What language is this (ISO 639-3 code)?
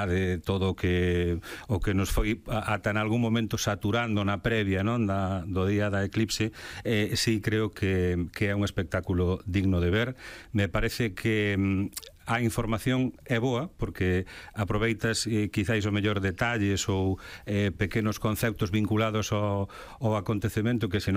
glg